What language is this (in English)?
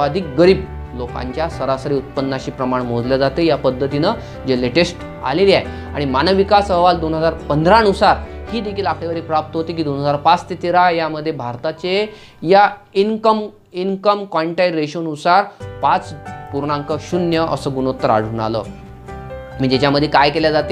Marathi